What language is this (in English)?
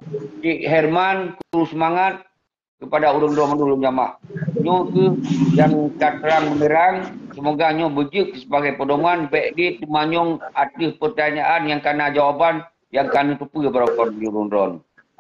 Achinese